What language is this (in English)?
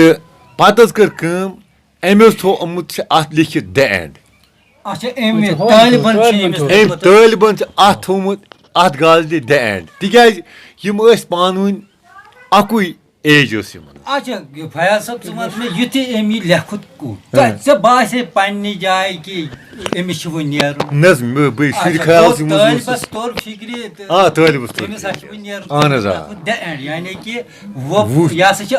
Kashmiri